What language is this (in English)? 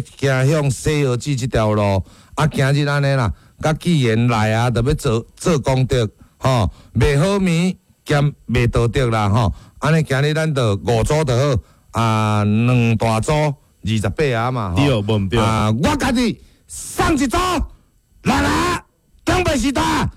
Min Nan Chinese